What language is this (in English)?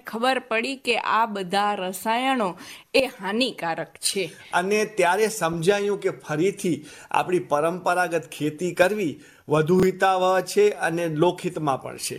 Gujarati